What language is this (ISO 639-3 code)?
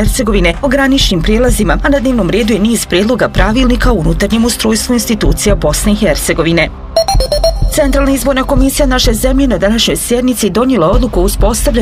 bos